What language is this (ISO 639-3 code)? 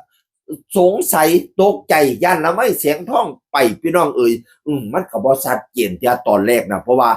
tts